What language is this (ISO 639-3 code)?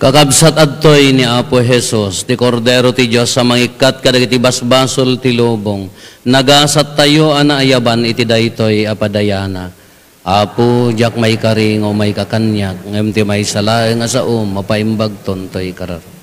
ilo